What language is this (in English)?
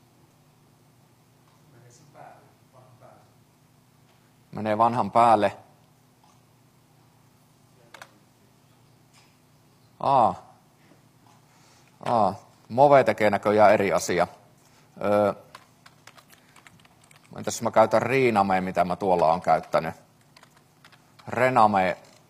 Finnish